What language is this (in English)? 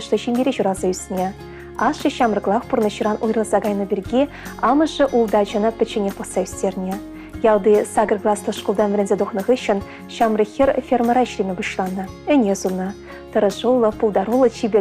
Chuvash